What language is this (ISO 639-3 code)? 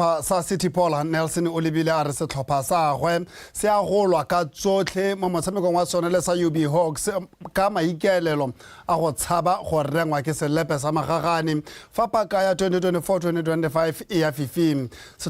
tsn